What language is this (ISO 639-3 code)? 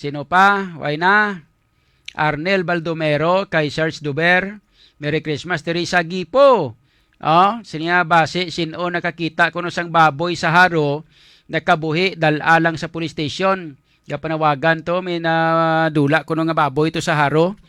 hil